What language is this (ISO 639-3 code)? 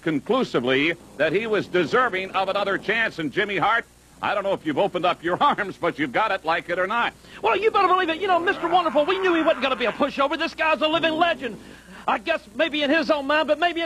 eng